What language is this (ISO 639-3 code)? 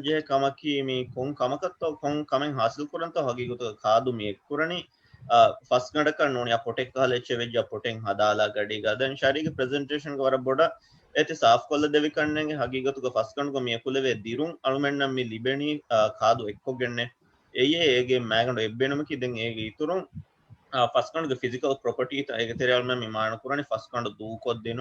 div